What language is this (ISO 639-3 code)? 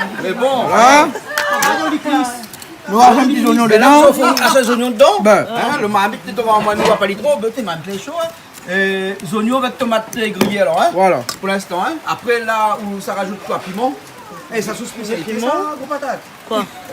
rcf